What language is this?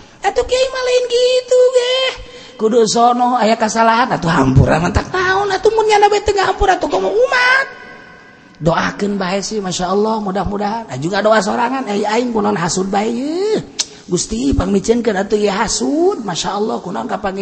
Sundanese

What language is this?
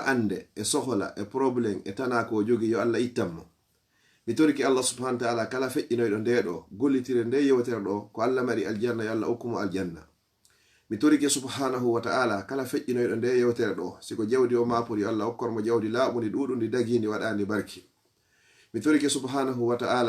Fula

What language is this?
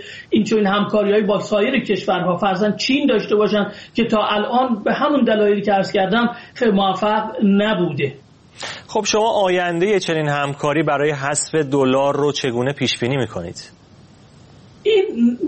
Persian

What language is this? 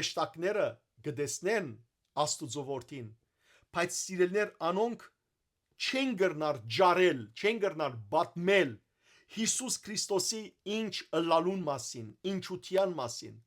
Western Armenian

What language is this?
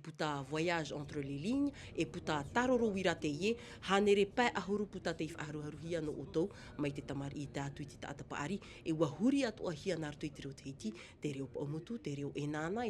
Tahitian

